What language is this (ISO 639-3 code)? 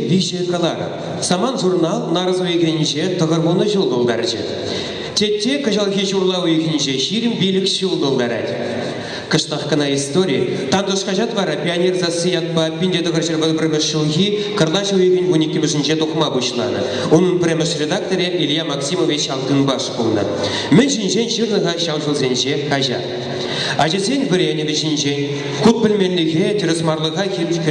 chv